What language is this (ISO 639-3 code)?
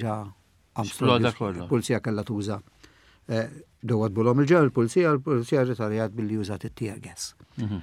mlt